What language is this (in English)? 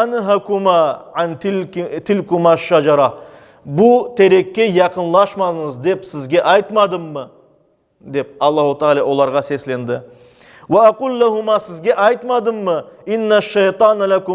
Crimean Tatar